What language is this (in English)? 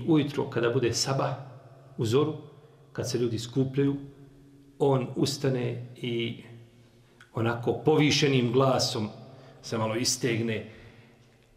Bosnian